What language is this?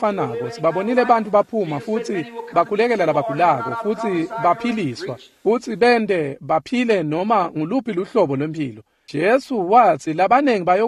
Swati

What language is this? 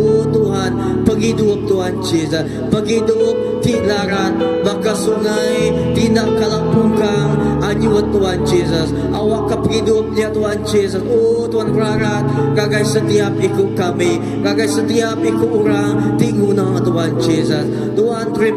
Iban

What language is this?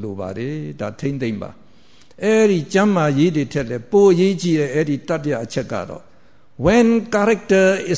Burmese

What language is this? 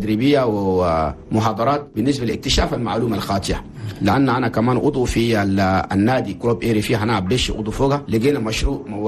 Chadian Arabic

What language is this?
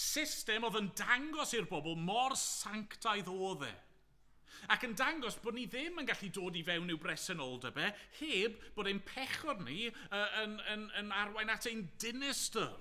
Welsh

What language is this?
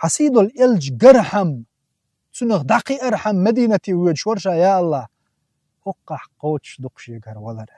Chechen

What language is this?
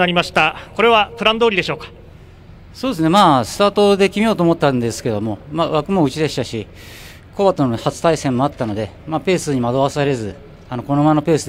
Japanese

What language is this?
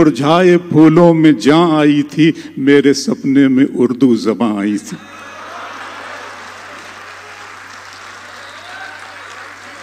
Urdu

